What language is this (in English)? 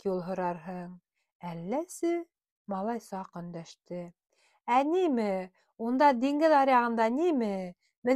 Bashkir